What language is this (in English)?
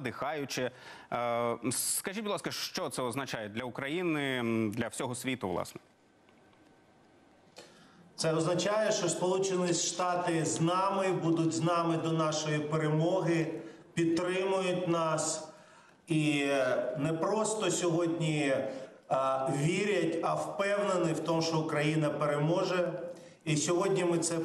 Ukrainian